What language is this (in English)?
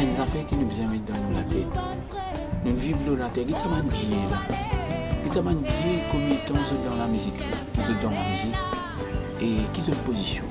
Morisyen